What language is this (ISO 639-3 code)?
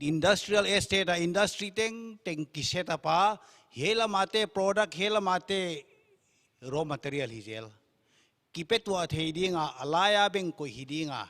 pck